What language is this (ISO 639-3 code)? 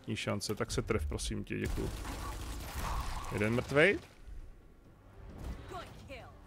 ces